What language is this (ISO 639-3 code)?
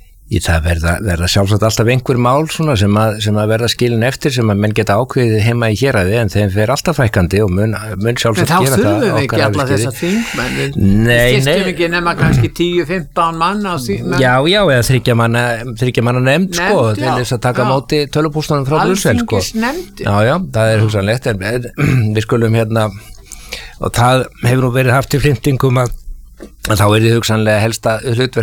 isl